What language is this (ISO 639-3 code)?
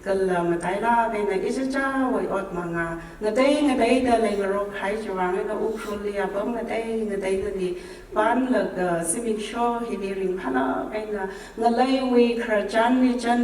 nmf